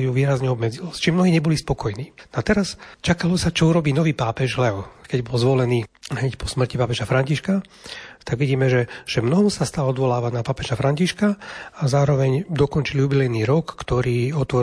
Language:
Slovak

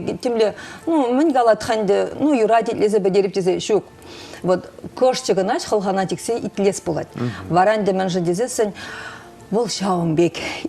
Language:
Chuvash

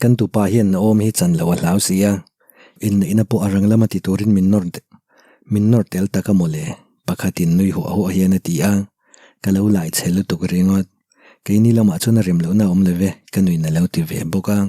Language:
Mizo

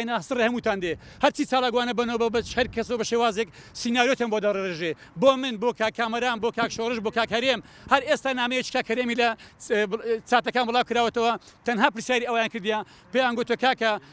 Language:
Central Kurdish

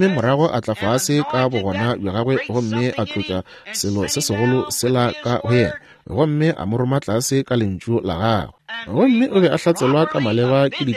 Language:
Northern Sotho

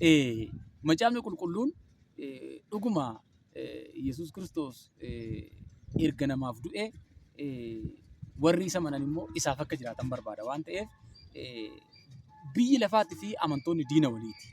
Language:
Oromo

